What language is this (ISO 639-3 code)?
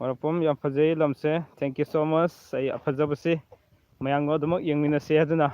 mni